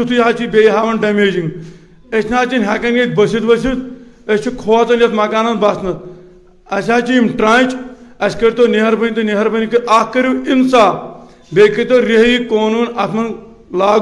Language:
Kashmiri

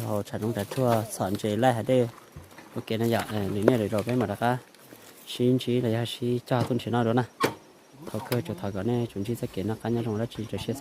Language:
Hmong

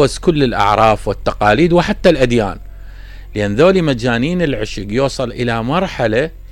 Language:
Mesopotamian Arabic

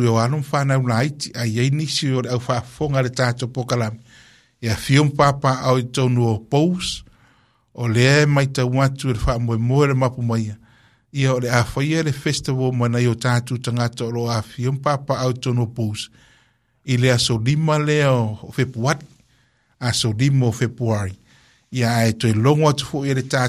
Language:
Samoan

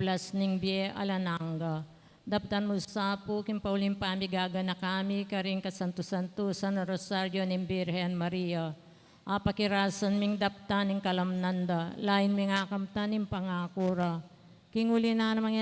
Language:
Pampanga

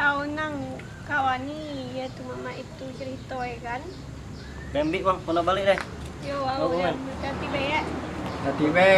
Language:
Musi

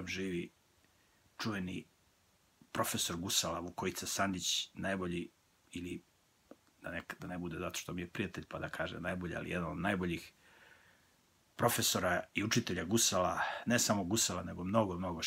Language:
Serbian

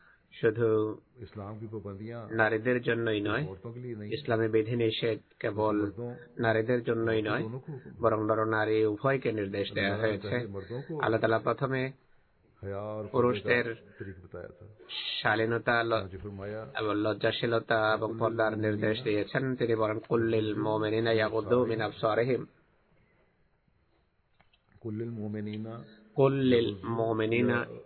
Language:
Bangla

